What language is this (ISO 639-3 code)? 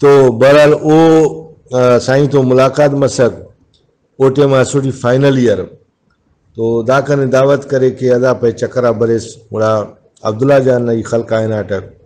brh